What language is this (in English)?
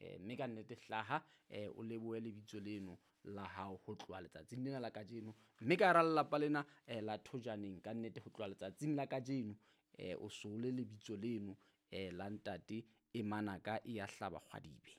Southern Sotho